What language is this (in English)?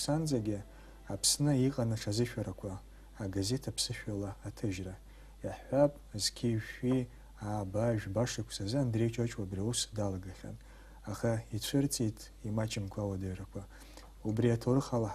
Abkhazian